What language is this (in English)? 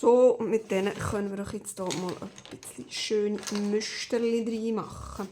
Swiss German